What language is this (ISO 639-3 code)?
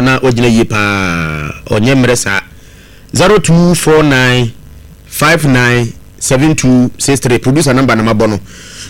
aka